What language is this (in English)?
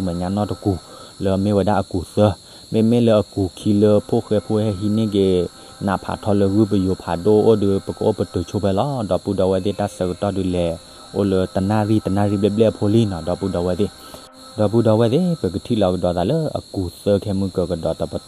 S'gaw Karen